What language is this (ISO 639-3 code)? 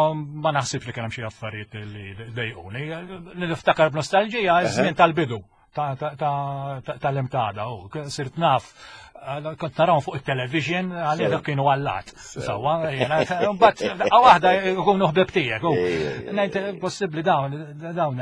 mlt